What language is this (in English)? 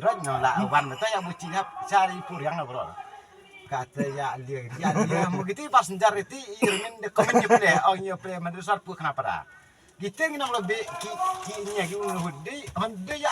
Khasi